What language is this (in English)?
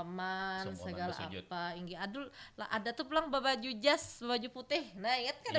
Banjar